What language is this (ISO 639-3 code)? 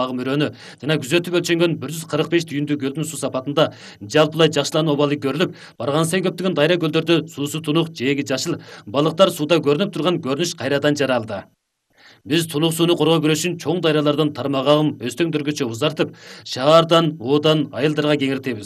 kir